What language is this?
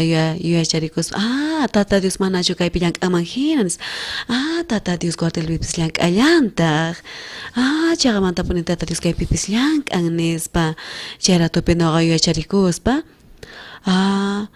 South Bolivian Quechua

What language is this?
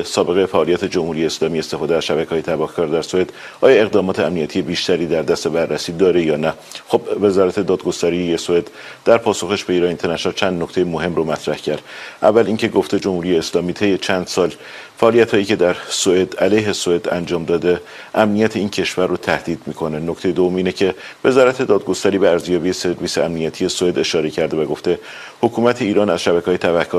Persian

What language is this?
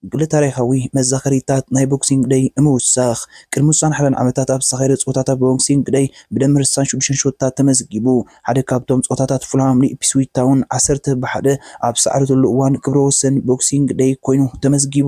Tigrinya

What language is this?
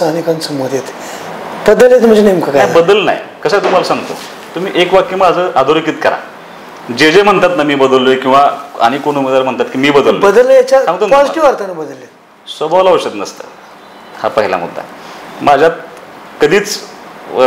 Marathi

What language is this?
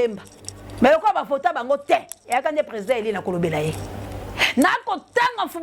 Lingala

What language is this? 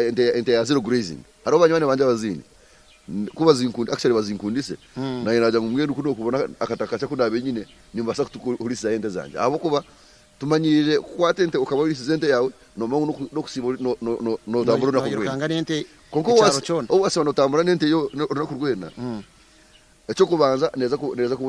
Nyankole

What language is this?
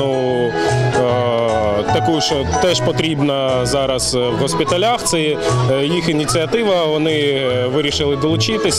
Ukrainian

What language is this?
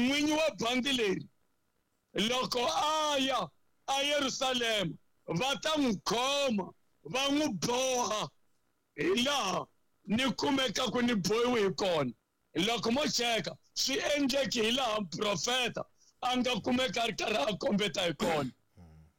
Tsonga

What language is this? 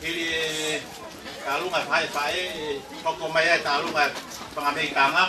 Tongan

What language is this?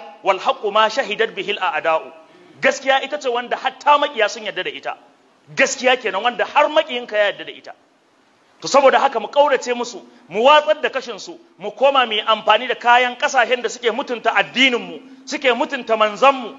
Hausa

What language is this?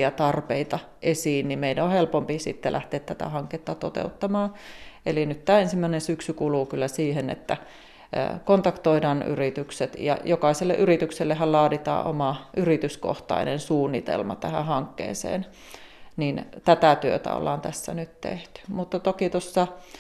Finnish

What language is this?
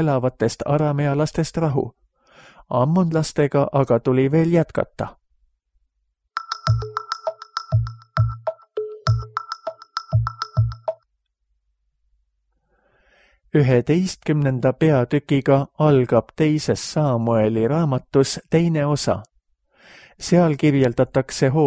Estonian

